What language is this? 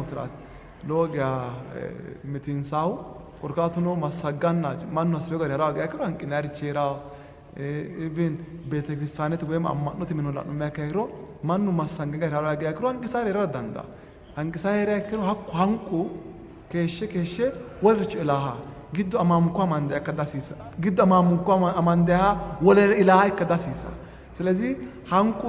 Sidamo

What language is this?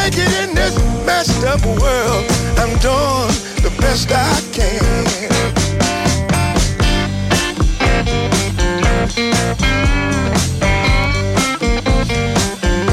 Italian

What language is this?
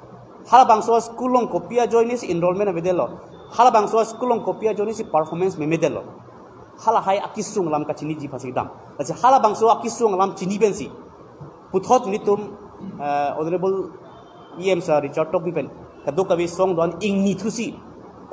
Karbi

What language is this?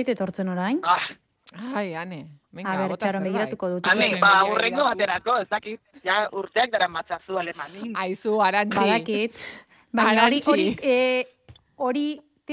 Basque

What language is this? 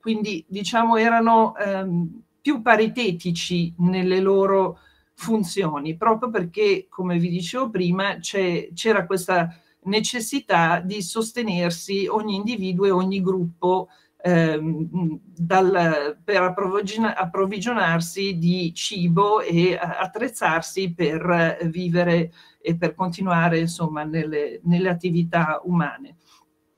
Italian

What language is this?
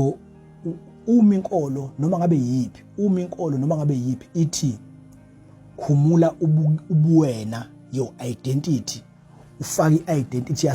Zulu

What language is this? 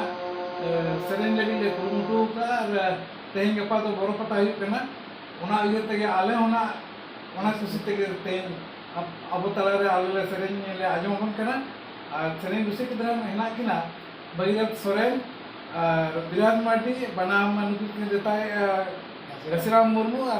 Santali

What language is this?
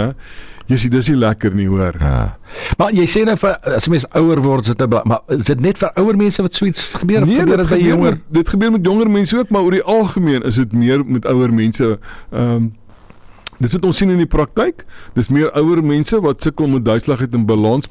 Afrikaans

